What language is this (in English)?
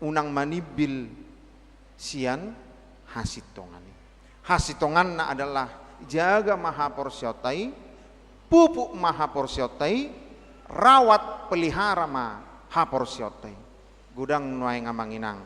Batak Toba